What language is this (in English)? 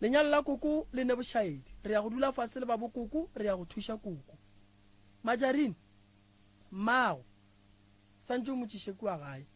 Northern Sotho